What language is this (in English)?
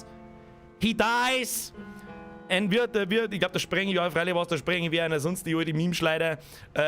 Bavarian